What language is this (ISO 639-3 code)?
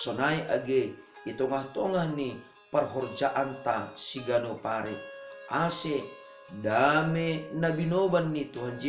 bts